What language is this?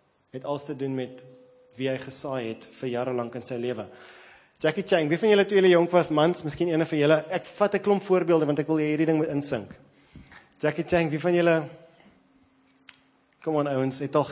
Afrikaans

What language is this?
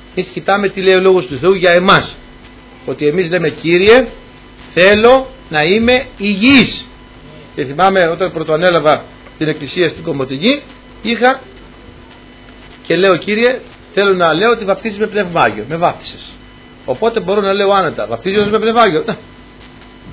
Greek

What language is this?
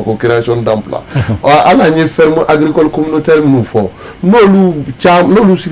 Bambara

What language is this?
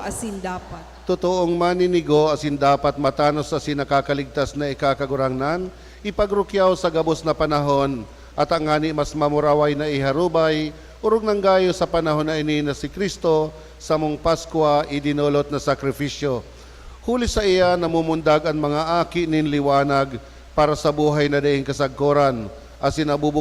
Bikol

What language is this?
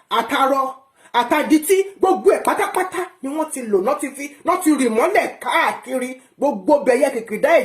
Yoruba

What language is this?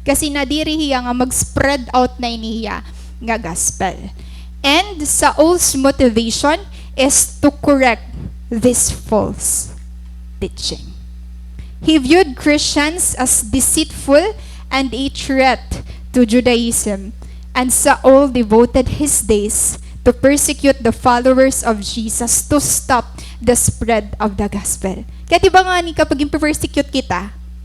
Waray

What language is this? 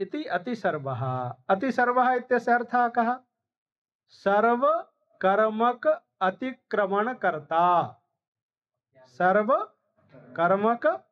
Sanskrit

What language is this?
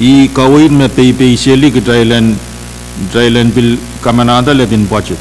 Pohnpeian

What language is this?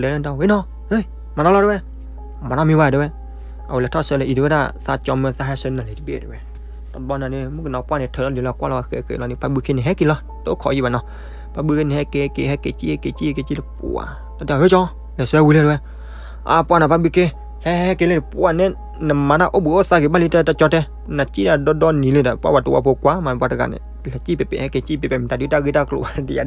S'gaw Karen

